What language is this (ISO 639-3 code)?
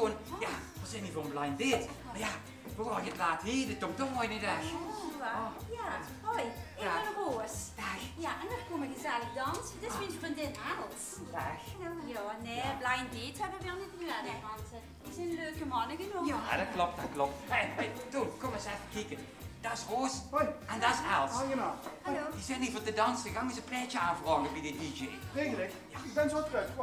lim